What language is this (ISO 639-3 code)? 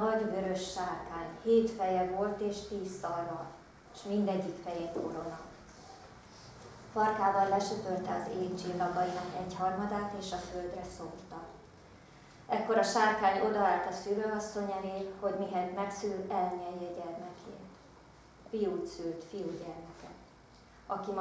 hun